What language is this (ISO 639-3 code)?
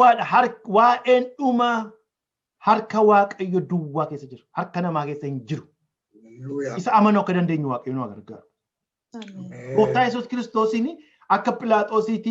orm